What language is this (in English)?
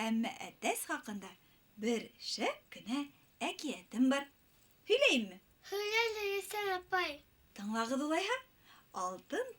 Bashkir